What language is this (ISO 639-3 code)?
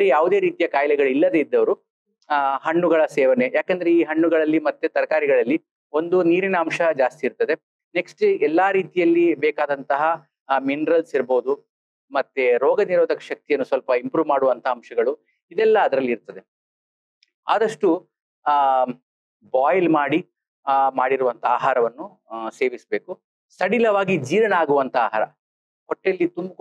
kan